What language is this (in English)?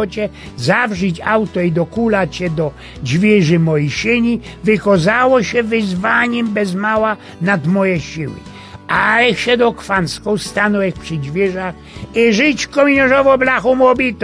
Silesian